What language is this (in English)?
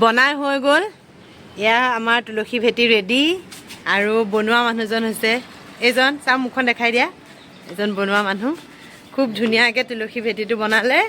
Assamese